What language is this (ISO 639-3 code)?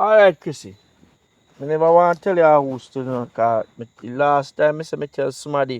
jam